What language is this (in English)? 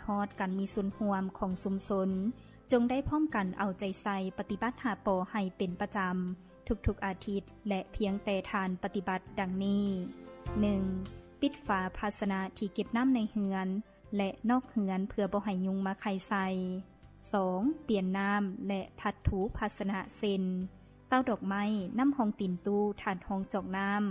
Lao